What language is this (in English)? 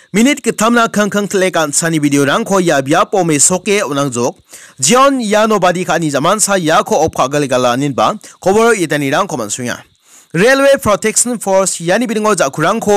Garo